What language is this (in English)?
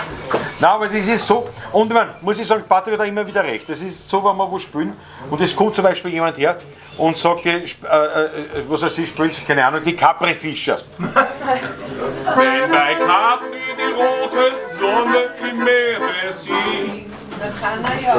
Bavarian